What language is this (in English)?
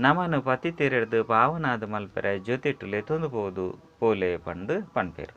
Tulu